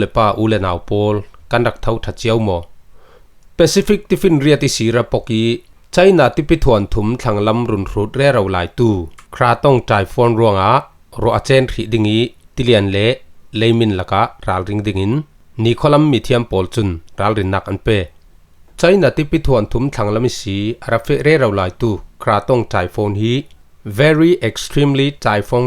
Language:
Falam Chin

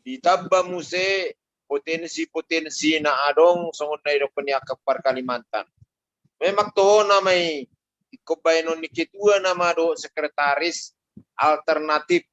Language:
Batak Toba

